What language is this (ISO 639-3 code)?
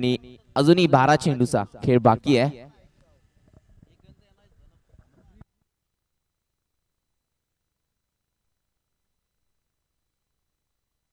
mar